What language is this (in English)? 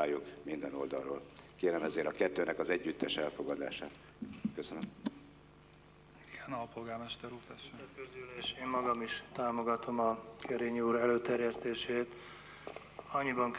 Hungarian